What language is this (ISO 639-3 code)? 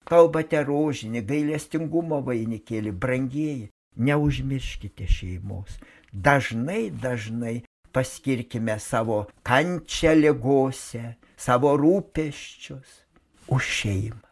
lit